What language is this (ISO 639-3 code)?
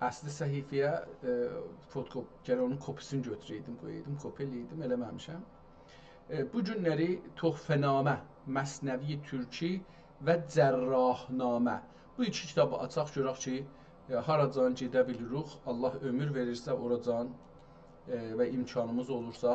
azb